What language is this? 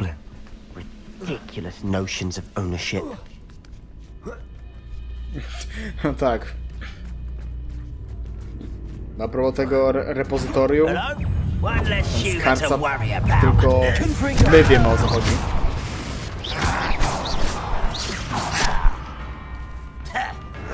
Polish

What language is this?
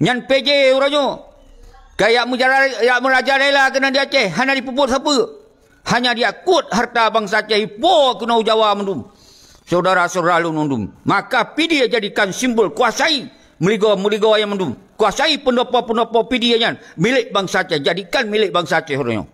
Achinese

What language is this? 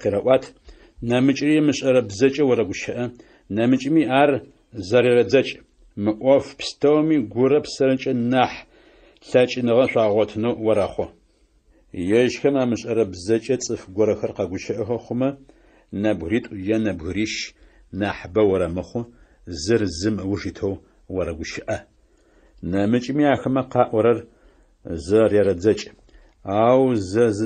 Adyghe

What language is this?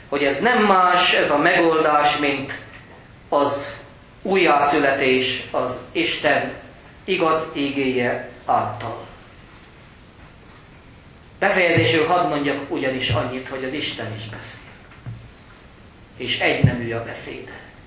Hungarian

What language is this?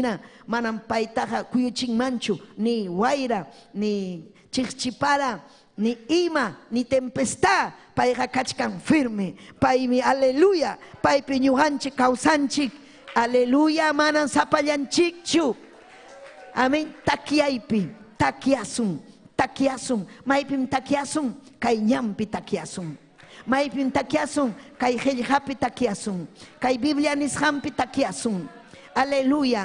Ayacucho Quechua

